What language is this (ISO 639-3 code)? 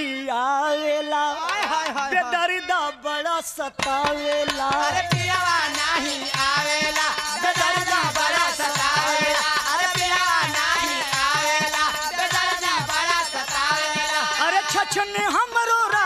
bho